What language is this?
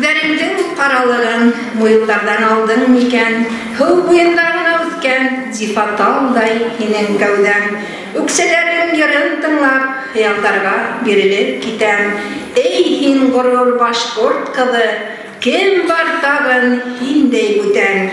Bashkir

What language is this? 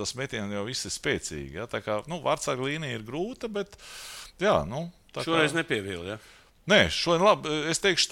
Latvian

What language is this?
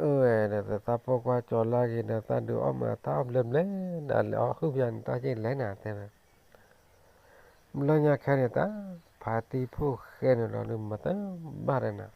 S'gaw Karen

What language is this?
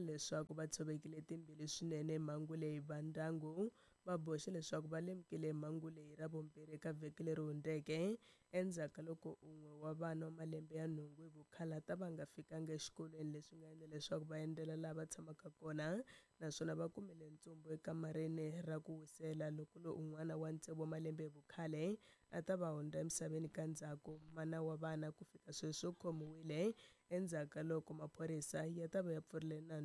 Tsonga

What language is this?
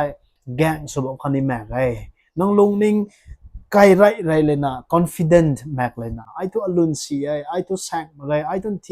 Rongmei Naga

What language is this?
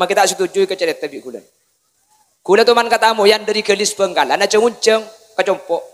Madurese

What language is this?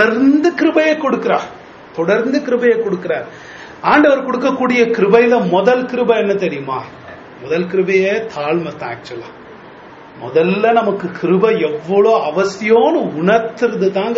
Tamil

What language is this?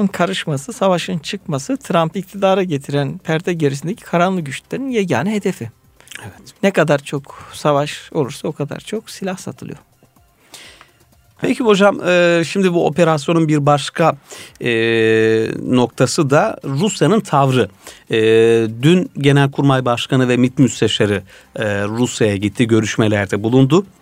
Turkish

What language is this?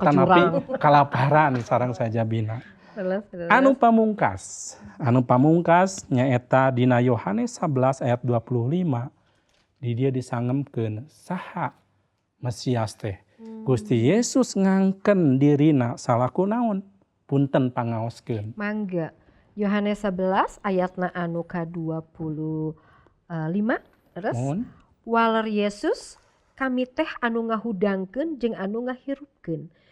Sundanese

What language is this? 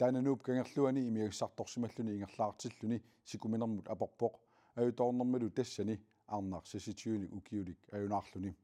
Kalaallisut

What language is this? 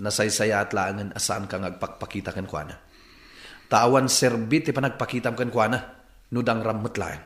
Iloko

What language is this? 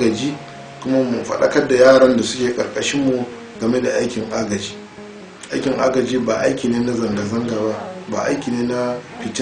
Hausa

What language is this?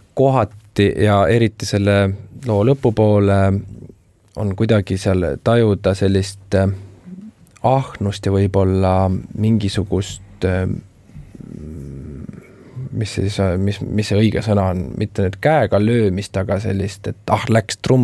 Estonian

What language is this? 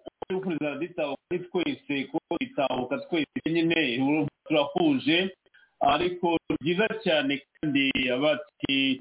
Kinyarwanda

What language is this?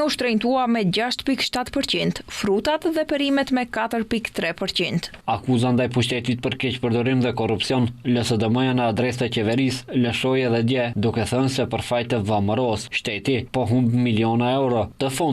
Albanian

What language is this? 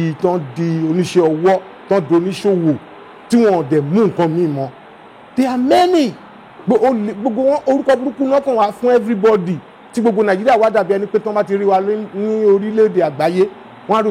Yoruba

